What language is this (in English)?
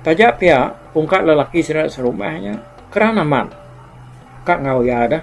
Iban